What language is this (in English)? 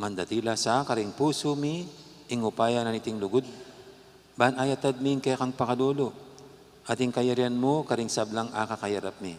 Pampanga